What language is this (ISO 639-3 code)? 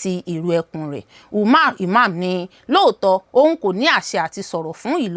yor